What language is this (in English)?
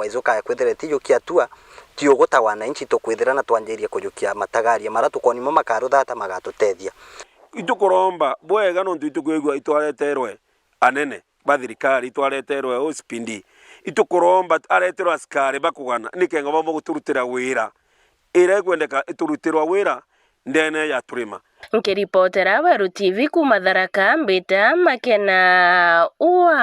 Meru